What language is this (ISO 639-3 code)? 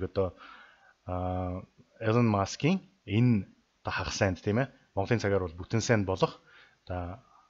mon